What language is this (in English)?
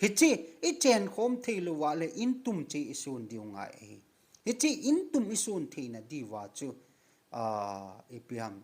Thado Chin